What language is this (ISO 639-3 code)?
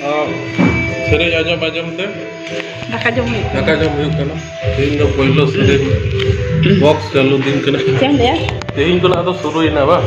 sat